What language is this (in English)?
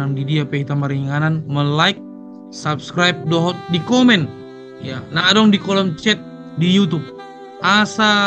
Batak Toba